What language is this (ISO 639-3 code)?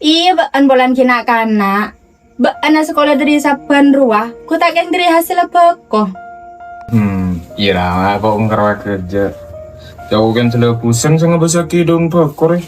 mad